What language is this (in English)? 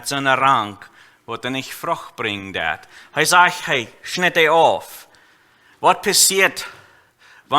Plautdietsch